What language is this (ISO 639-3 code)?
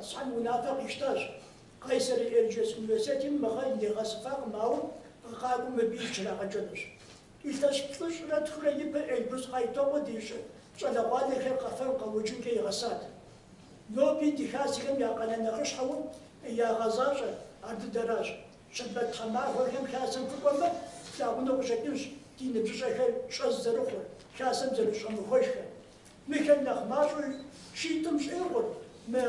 kbd